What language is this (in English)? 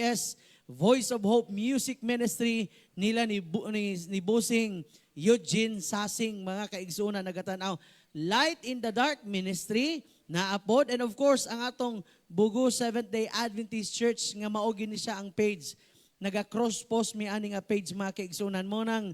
Cebuano